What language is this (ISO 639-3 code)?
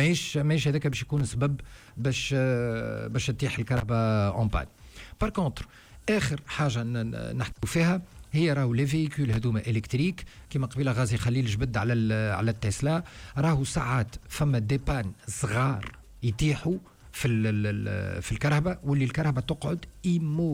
aeb